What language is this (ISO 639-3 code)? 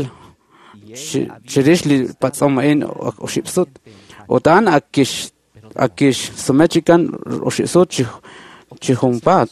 kek